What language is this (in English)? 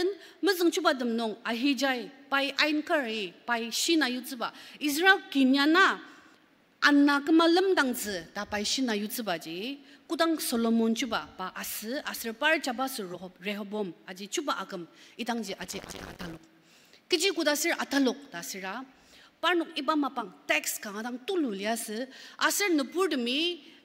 Ao Naga